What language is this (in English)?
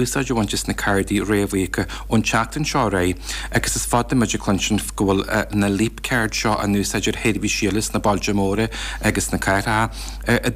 Irish